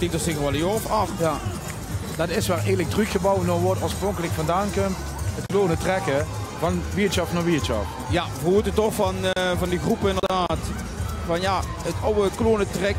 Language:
Limburgish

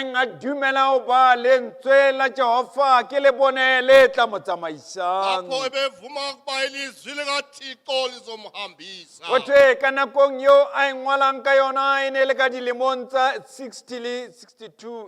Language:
Southern Sotho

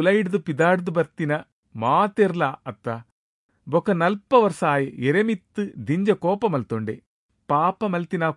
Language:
Tulu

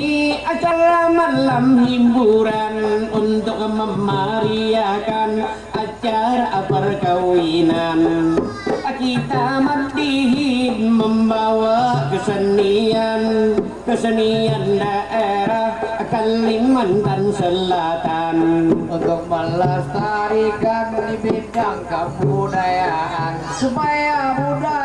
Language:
Banjar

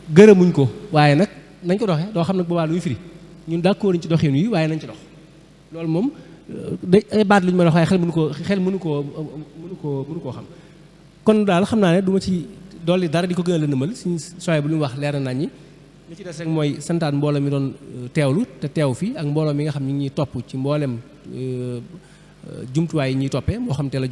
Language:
Wolof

